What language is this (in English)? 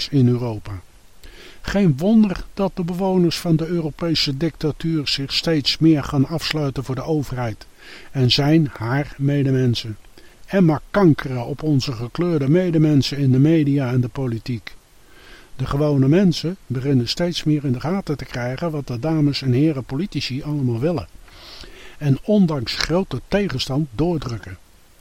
Dutch